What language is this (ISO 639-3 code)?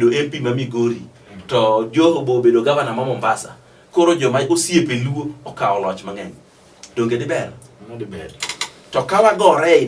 luo